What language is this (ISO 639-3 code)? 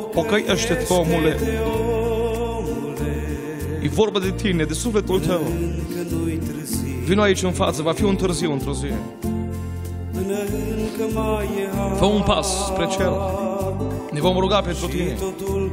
ron